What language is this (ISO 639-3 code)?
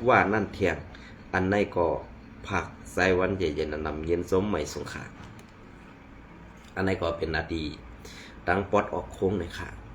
shn